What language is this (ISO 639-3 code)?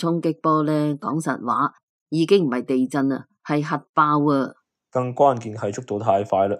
yue